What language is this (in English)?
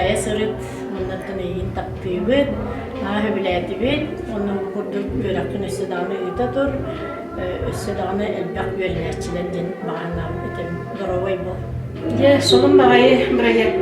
Yakut